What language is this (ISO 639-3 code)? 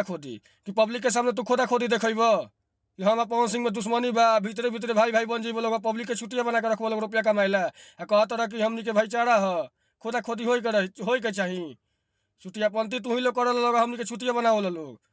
bho